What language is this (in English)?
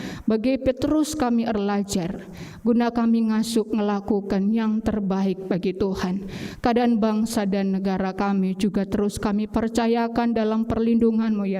Batak Karo